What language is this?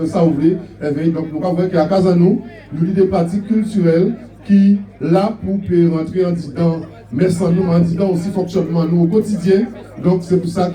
Guadeloupean Creole French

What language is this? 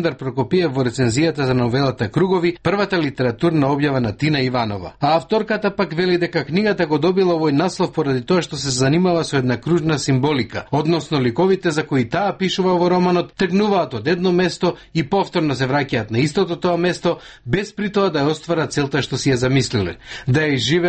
Macedonian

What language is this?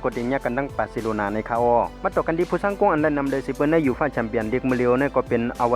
Shan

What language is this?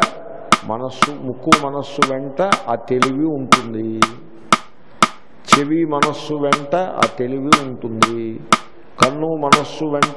Telugu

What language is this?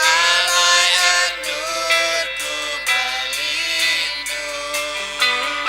Iban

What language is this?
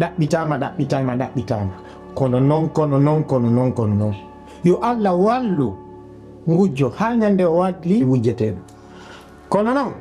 Fula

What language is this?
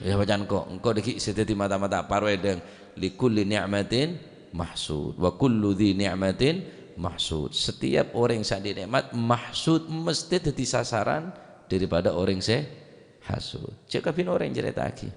Madurese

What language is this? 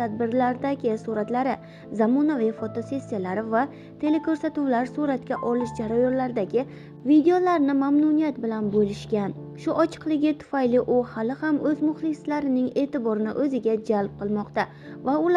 Uzbek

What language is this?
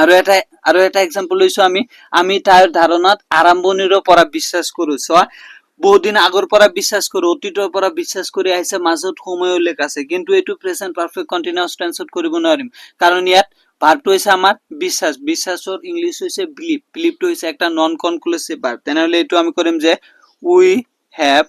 Assamese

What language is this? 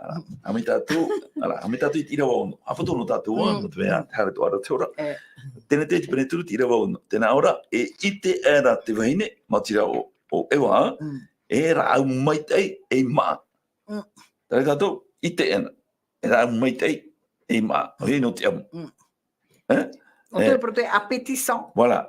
Tahitian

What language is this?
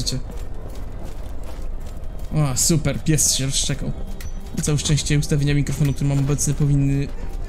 Polish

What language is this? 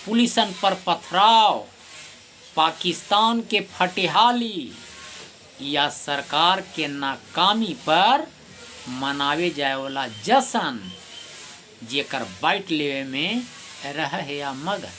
Magahi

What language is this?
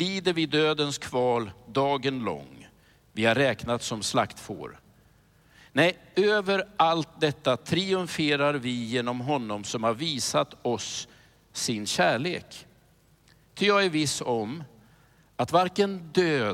Swedish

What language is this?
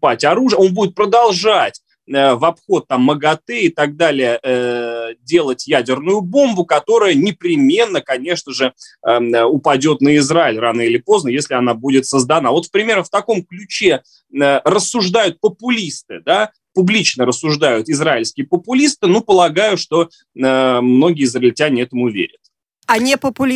Russian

